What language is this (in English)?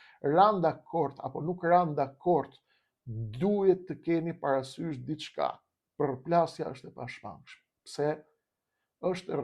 Albanian